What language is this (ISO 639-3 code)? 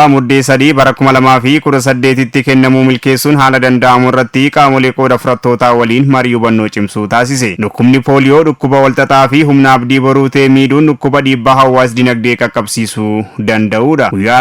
orm